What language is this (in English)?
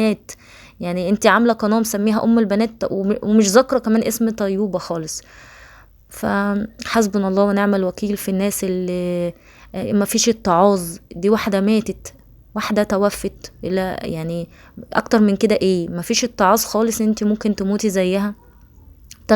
Egyptian Arabic